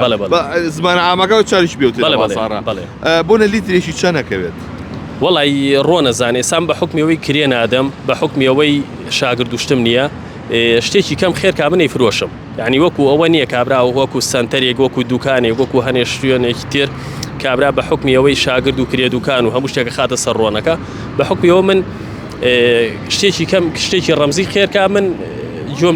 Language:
Central Kurdish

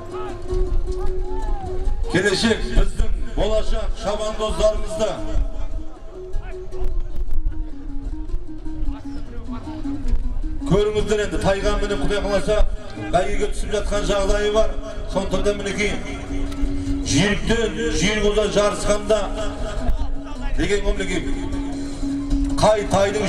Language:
Kazakh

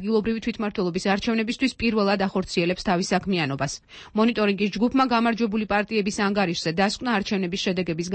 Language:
Georgian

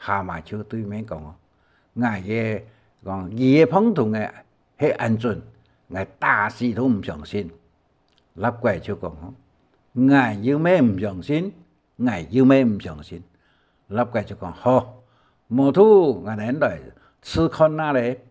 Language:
Hakka Chinese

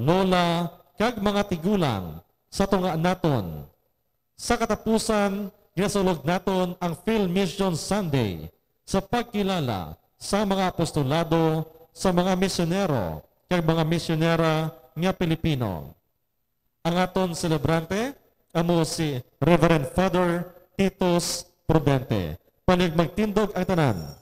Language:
Hiligaynon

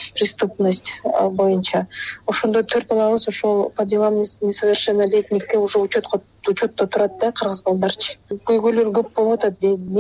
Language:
Kyrgyz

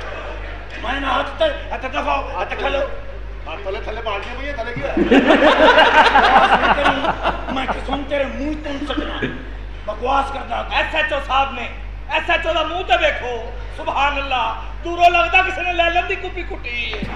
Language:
Punjabi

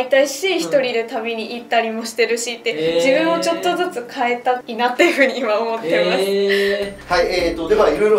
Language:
Japanese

